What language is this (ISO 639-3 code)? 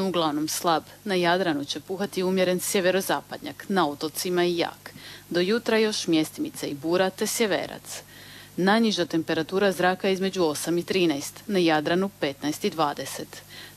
hrv